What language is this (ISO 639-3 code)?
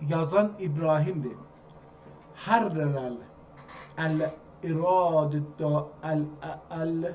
azb